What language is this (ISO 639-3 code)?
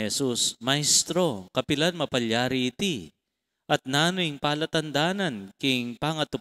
pam